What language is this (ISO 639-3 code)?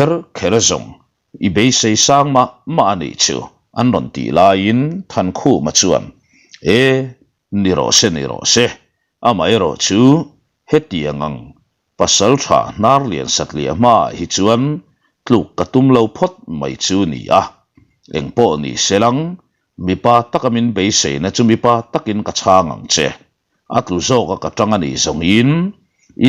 lus